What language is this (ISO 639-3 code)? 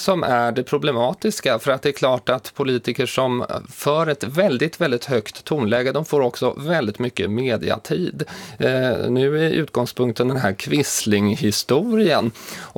swe